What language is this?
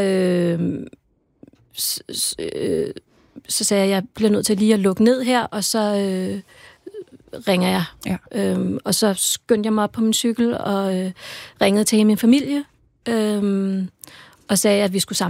Danish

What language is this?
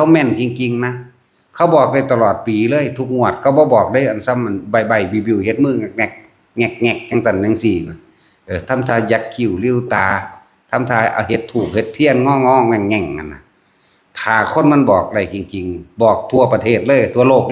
Northeastern Thai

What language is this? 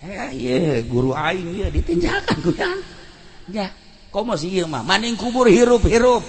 Sundanese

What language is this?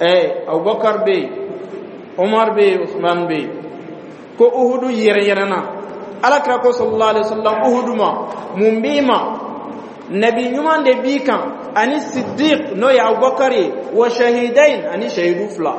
Dyula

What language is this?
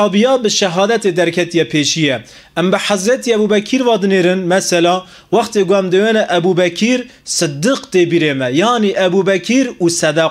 Kurdish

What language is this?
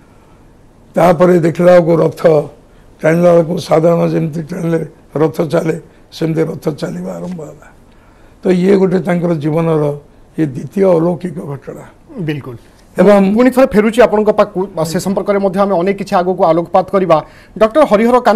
Odia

